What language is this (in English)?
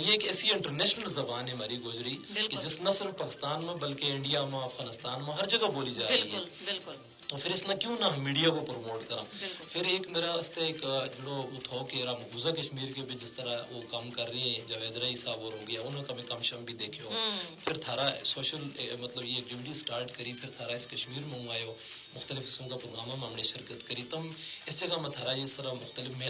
Gujari